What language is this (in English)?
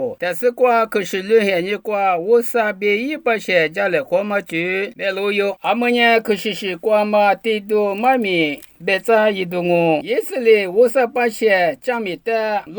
Lisu